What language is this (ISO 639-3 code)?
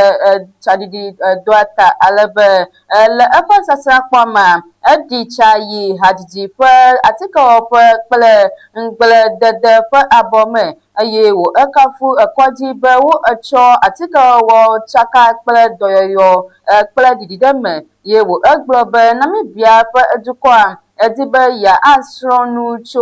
ewe